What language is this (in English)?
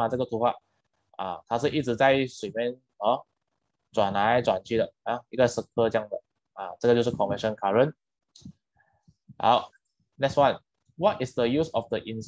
Chinese